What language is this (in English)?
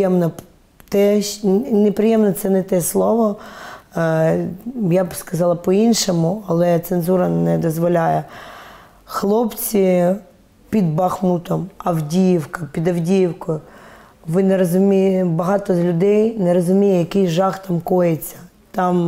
Ukrainian